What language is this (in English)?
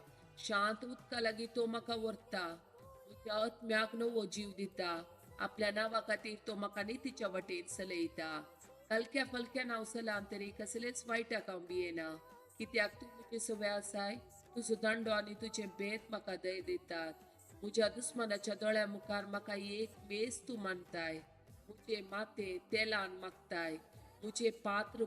Konkani